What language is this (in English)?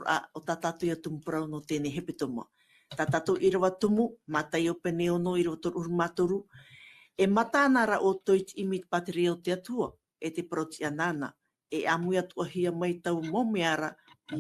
Tahitian